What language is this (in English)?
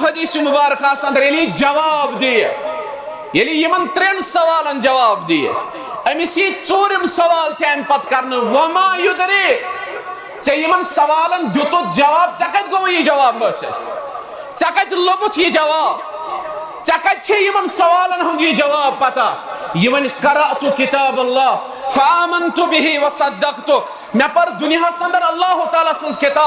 Kashmiri